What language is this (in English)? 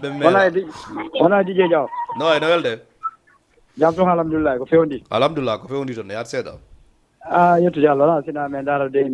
Fula